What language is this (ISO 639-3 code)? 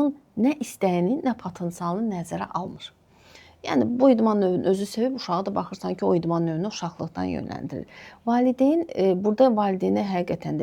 aze